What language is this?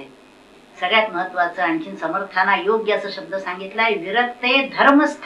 Marathi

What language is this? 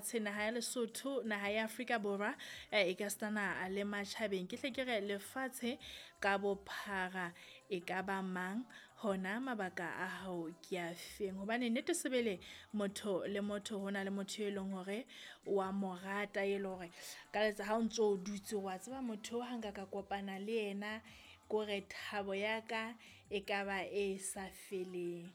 Southern Sotho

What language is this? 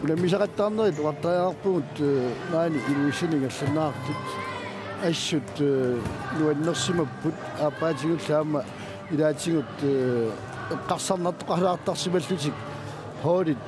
Kalaallisut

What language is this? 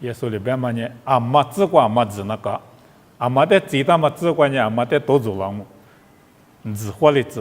Lisu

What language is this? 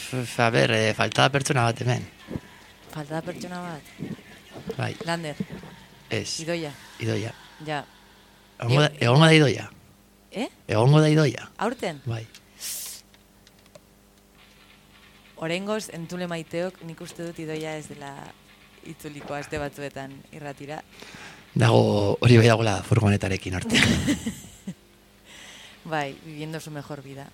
Basque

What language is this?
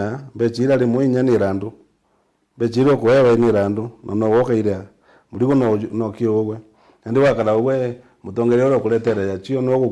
Meru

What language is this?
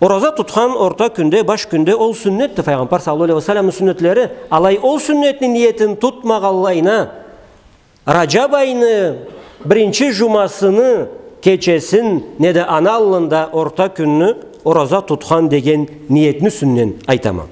Karachay-Balkar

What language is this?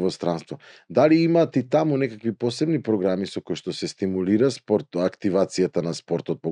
Macedonian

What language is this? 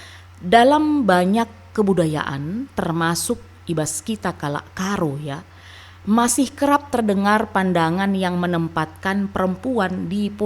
Batak Karo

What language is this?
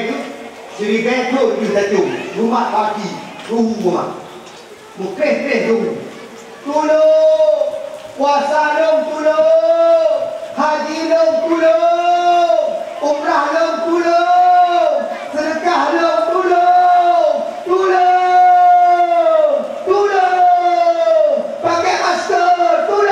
Achinese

